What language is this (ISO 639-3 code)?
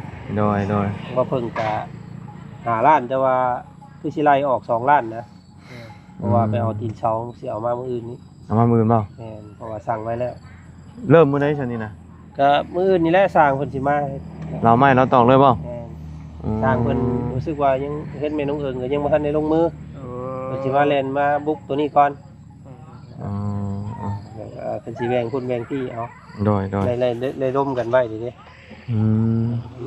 lao